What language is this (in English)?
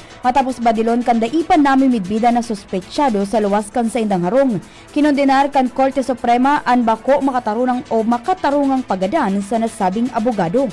Bikol